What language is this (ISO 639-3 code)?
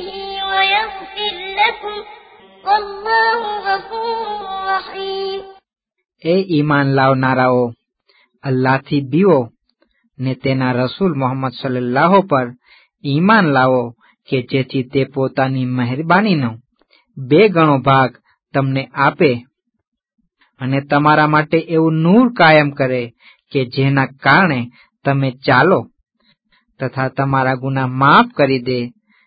guj